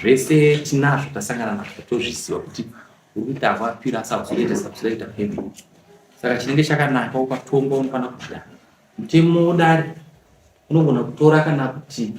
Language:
Shona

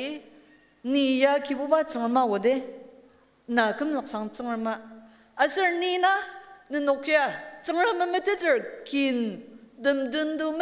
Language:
Ao Naga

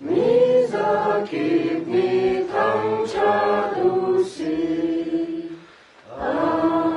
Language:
Hakha Chin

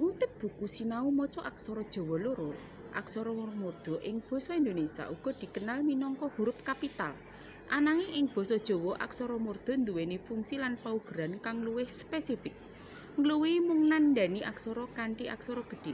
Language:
Javanese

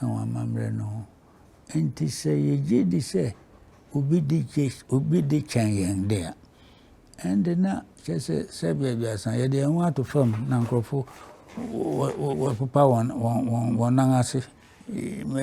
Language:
Akan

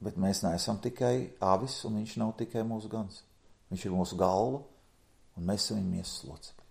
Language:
Latvian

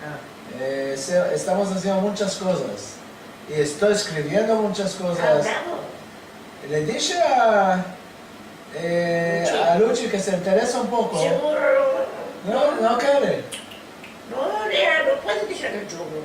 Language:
Ladino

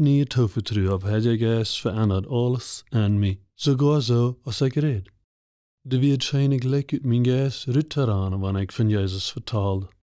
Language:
Plautdietsch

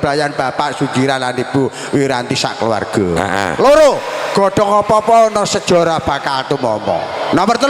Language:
Javanese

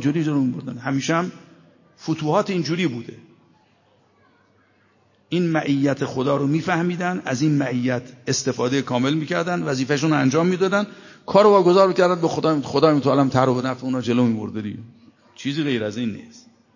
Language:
Persian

